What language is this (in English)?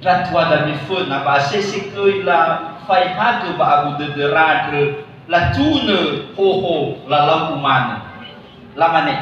Nias